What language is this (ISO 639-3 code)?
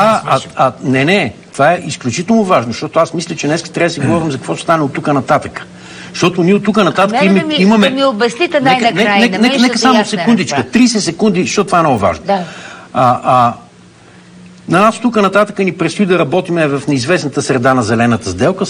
bul